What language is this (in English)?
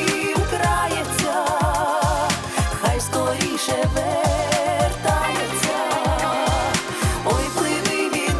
Ukrainian